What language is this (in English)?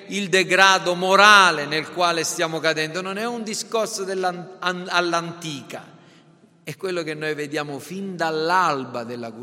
Italian